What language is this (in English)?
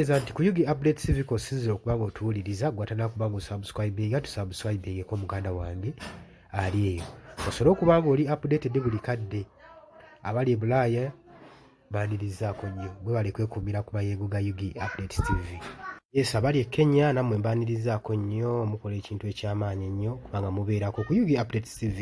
Ganda